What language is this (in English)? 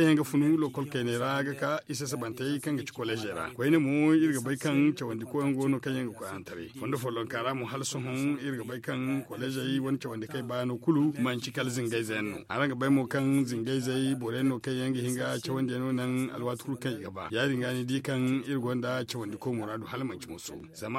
Zarma